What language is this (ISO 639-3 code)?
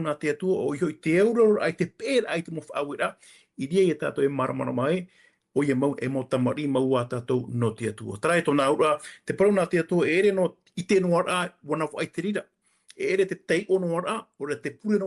tah